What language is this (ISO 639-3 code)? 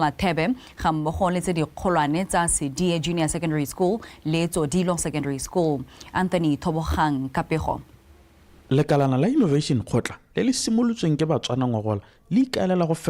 tsn